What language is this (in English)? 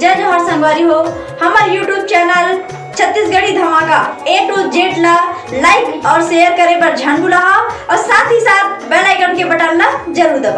Chhattisgarhi